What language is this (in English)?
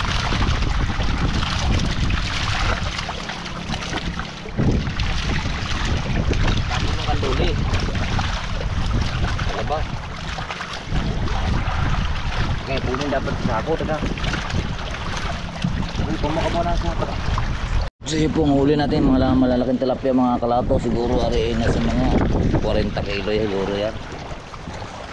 Filipino